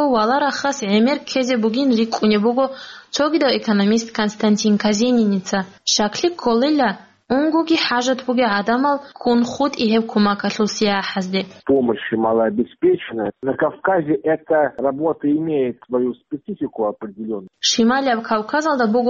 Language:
Avaric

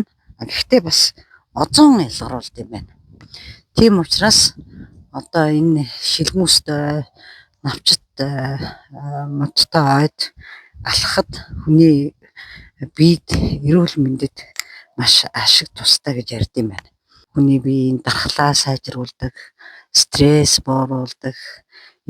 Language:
Mongolian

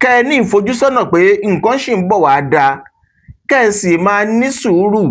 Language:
Yoruba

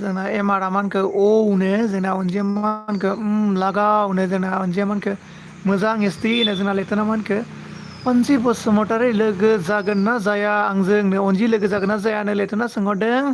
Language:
Bodo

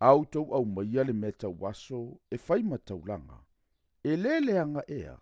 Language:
Samoan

